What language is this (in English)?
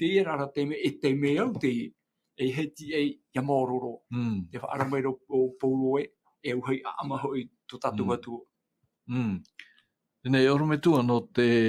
Tahitian